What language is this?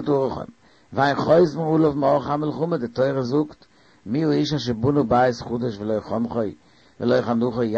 Yiddish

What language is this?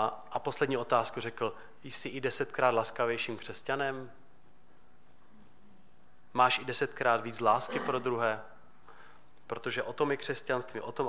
Czech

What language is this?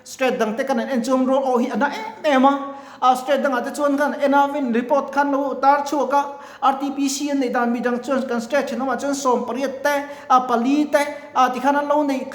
Mizo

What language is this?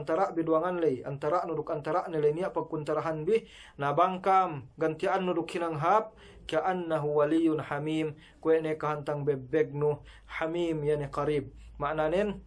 Yakan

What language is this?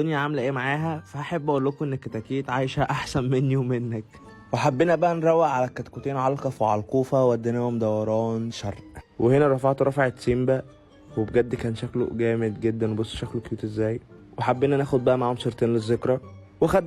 Egyptian Arabic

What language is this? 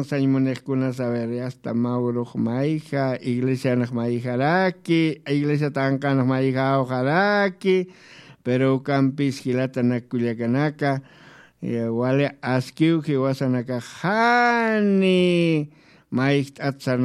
Aymara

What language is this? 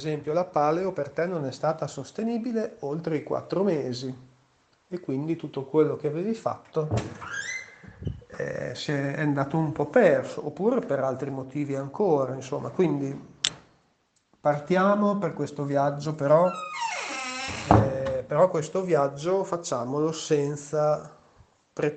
Italian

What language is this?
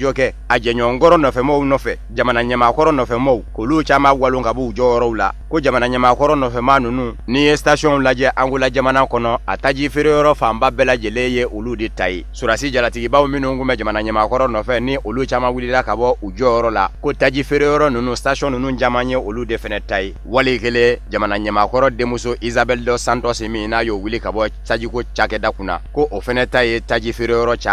Bambara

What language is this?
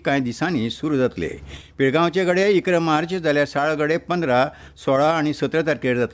Konkani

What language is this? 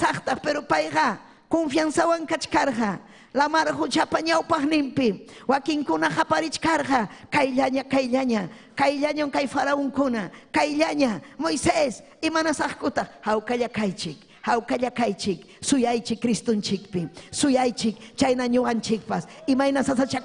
Ayacucho Quechua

